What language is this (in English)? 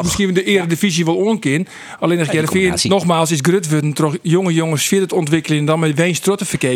Western Frisian